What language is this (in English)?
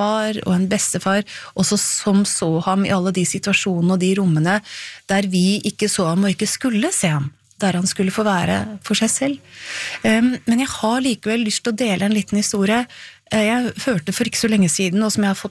Norwegian